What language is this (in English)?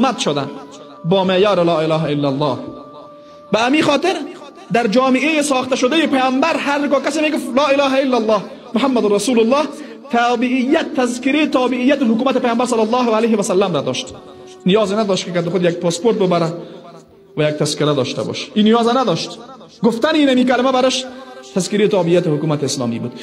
Tajik